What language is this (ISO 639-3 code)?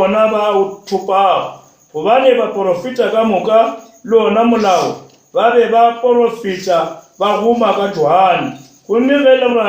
nso